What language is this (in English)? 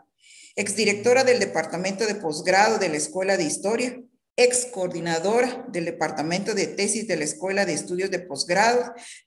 Spanish